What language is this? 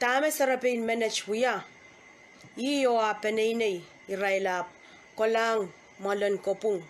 Pohnpeian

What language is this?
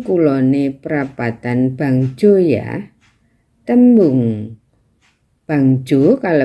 Javanese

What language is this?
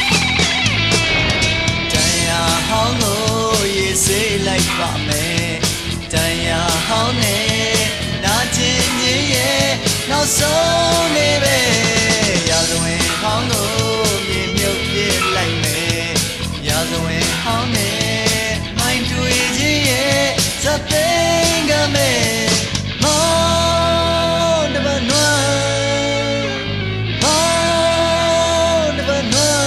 Burmese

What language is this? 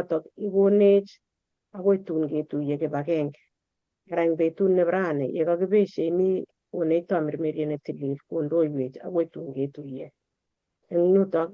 Kalenjin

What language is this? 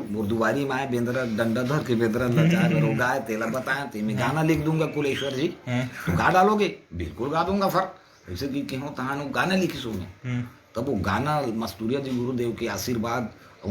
Chhattisgarhi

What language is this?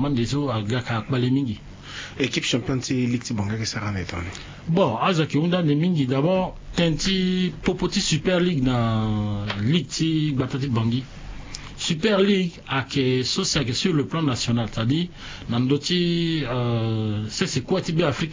Sango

